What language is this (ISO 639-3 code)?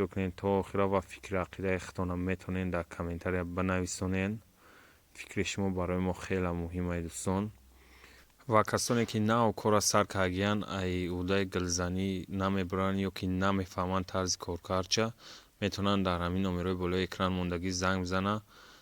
tgk